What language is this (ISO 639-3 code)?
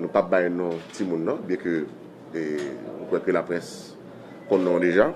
hat